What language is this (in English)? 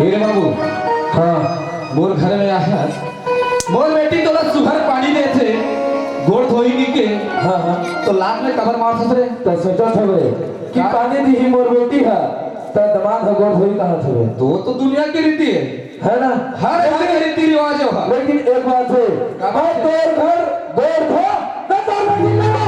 Chhattisgarhi